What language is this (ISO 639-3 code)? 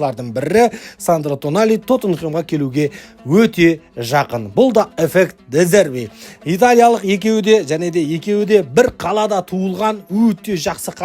kaz